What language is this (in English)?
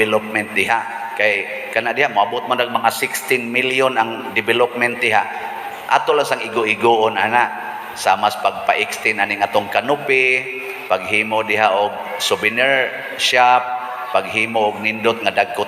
Cebuano